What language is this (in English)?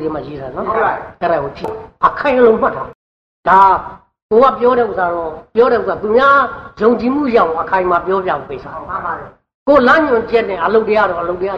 Burmese